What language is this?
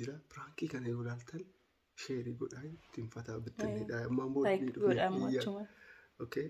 Oromo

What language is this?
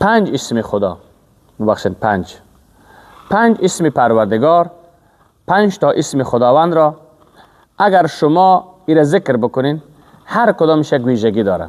Persian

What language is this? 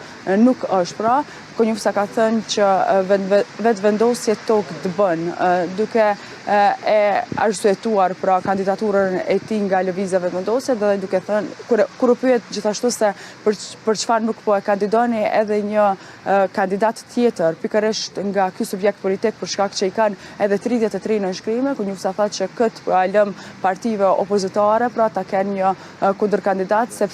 Albanian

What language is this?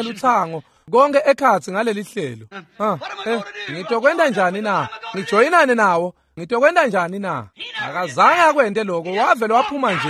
Swati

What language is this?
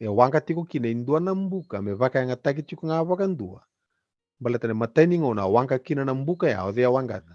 Fijian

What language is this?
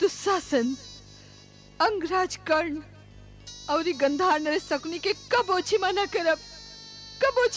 Bhojpuri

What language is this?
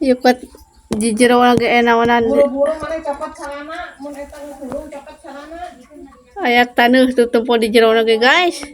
Sundanese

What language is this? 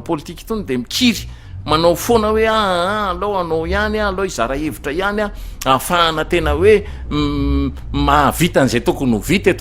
Malagasy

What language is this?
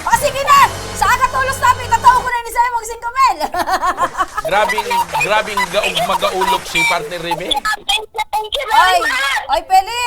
Bikol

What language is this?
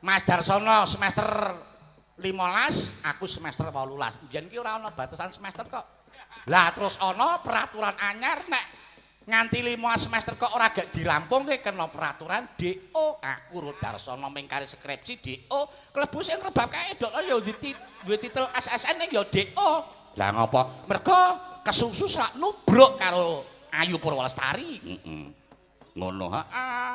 Javanese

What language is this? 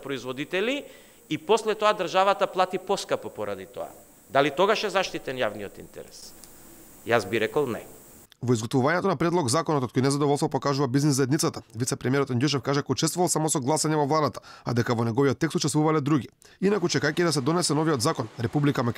Macedonian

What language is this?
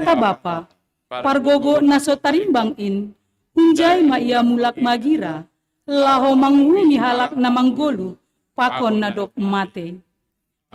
Batak Simalungun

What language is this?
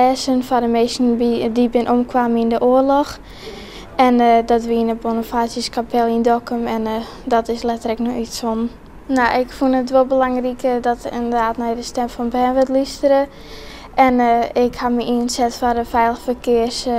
Western Frisian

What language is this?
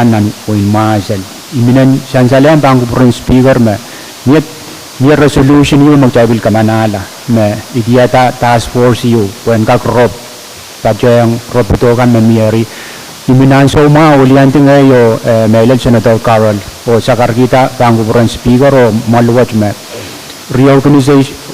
Pohnpeian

